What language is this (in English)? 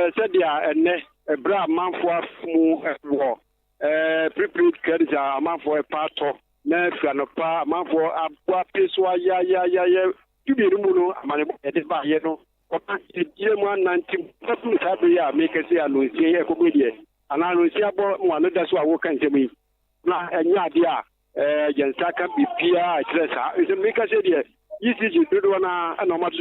Akan